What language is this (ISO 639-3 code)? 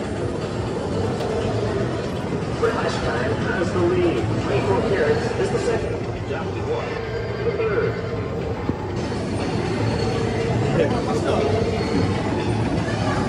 kan